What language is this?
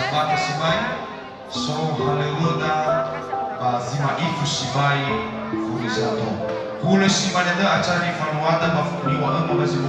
Nias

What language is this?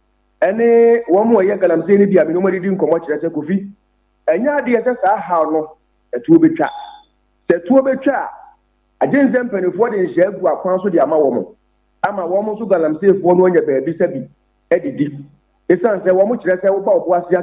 Akan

